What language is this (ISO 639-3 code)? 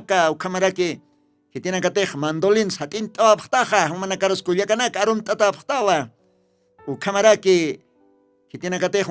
aym